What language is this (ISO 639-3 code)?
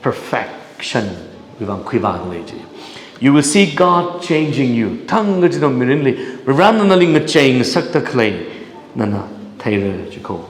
nmf